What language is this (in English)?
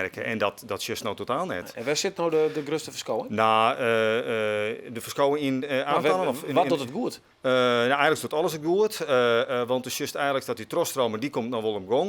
Western Frisian